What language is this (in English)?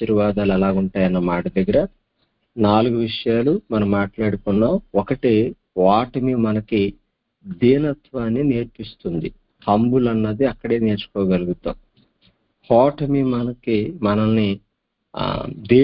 Telugu